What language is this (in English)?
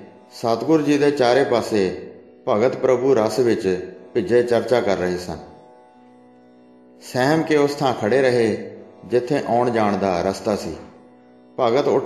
Punjabi